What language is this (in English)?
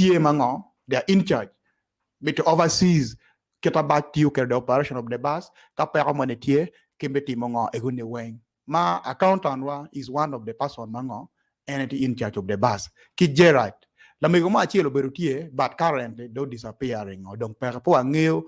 Acoli